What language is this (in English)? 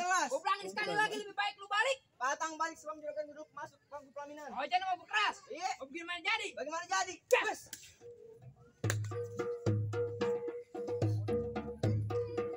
Betawi